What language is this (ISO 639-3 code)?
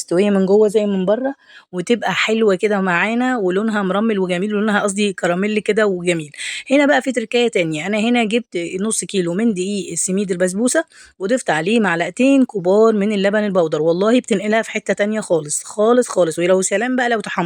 arz